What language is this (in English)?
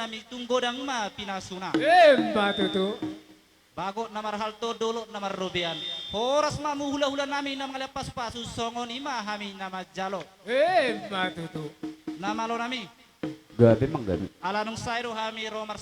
Batak Toba